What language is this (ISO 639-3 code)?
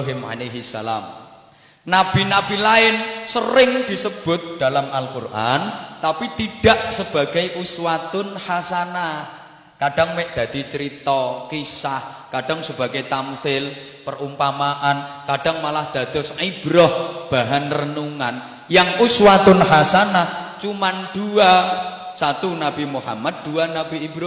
jav